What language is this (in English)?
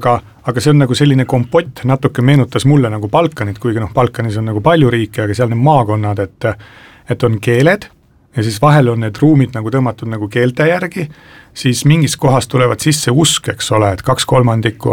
Estonian